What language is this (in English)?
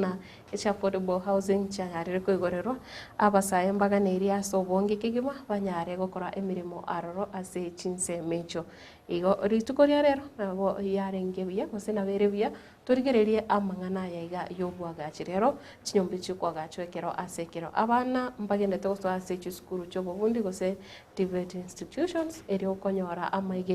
Gusii